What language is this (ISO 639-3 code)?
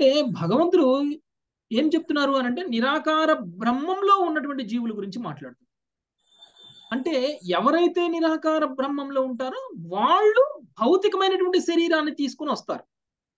tel